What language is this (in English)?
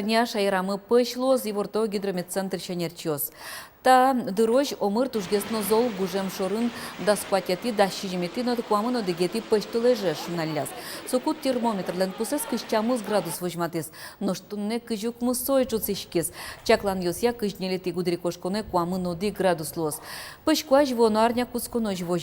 Udmurt